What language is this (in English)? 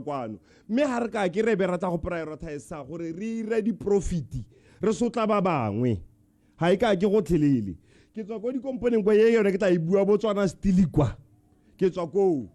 Tswana